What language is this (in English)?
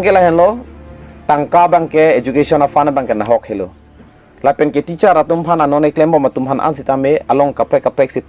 Karbi